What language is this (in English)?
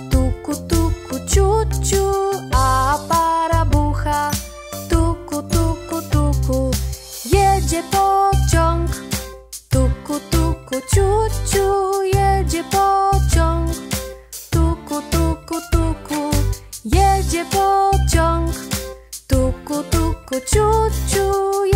Polish